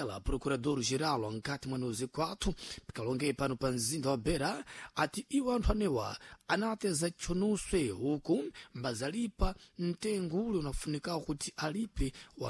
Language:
Sena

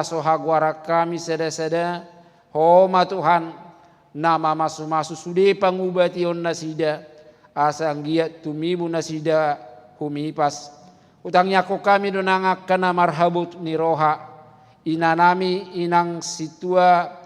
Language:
Batak Toba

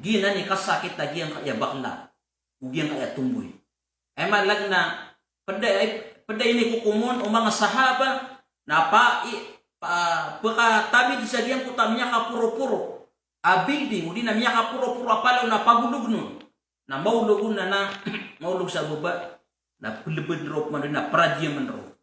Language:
Maranao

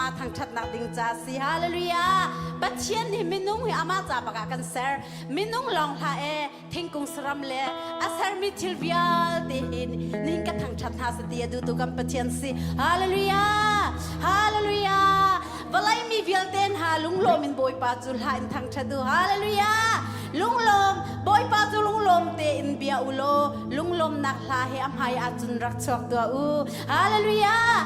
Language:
Hakha Chin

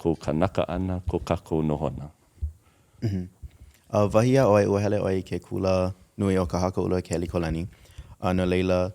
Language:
Hawaiian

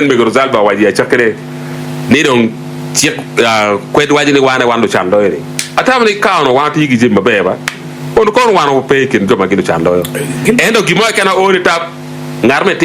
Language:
Acoli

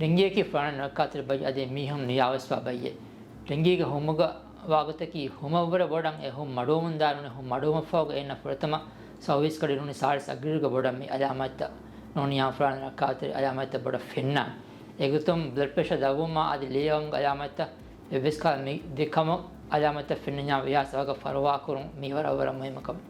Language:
Divehi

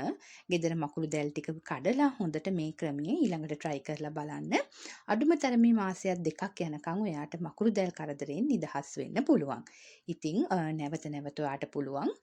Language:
Sinhala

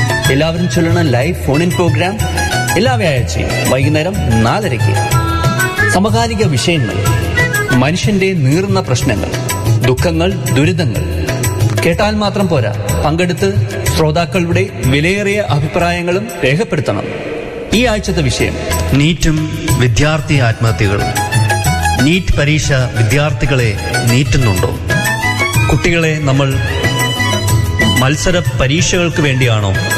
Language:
Malayalam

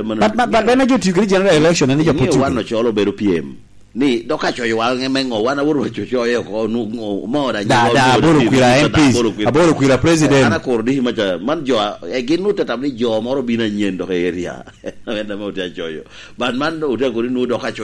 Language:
Lango (Uganda)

